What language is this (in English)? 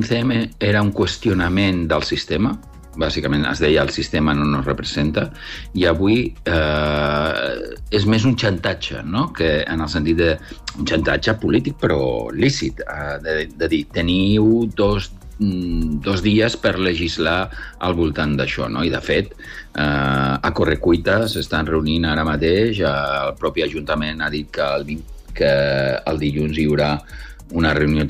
Catalan